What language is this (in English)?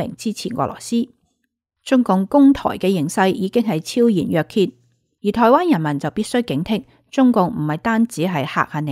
Cantonese